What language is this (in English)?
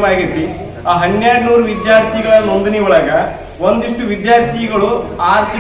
Kannada